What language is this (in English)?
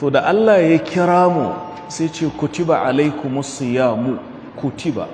Hausa